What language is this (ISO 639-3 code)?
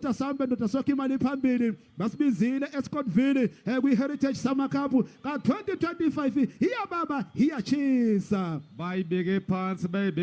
zul